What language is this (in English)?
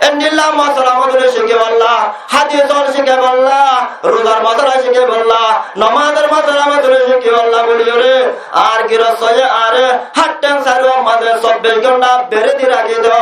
Rohingya